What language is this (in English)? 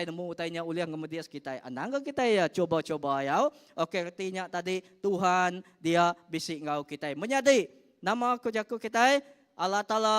Iban